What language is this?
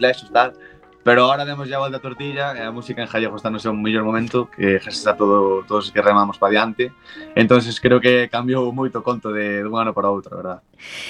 Galician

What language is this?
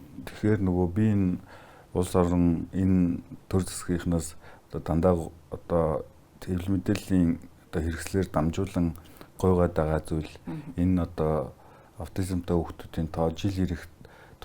Mongolian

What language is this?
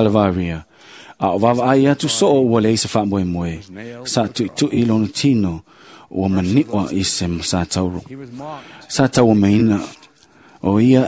Samoan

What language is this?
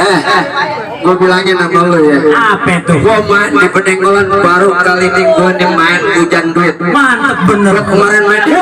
Betawi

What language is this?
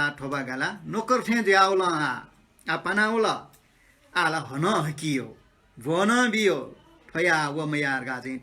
Newari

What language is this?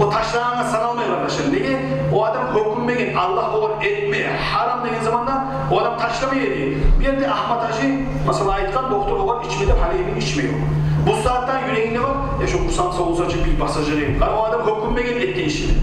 Kumyk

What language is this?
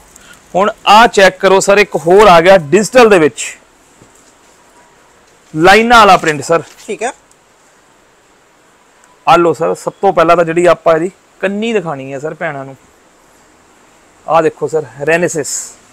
Punjabi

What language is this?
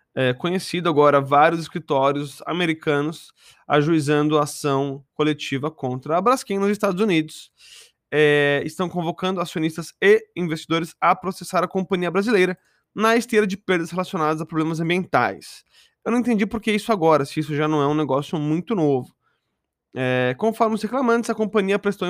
Portuguese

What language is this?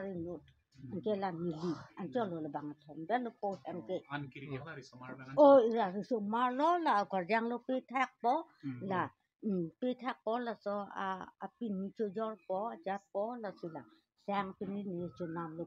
Karbi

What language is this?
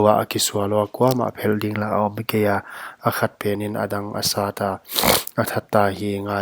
Paite Chin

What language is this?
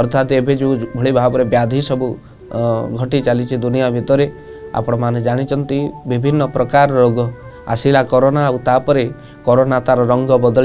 Odia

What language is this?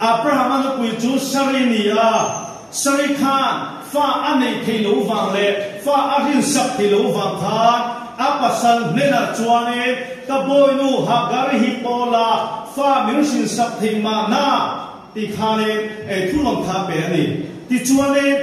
Mizo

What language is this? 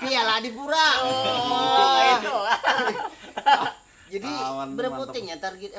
Banjar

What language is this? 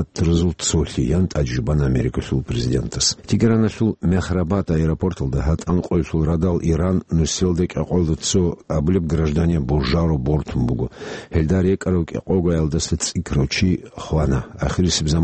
Avaric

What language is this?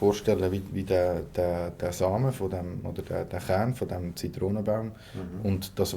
Swiss German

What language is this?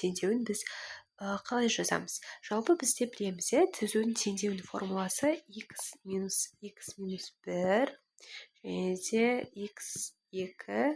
Kazakh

